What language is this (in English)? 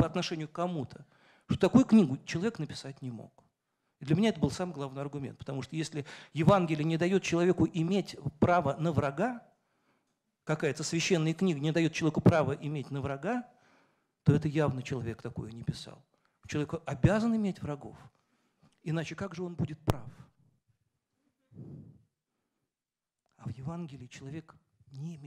Russian